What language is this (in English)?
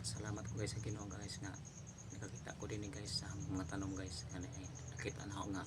Cebuano